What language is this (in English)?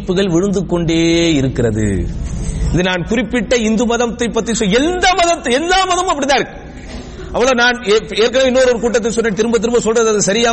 Tamil